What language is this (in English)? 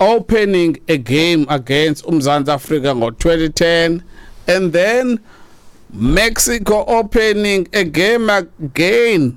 Xhosa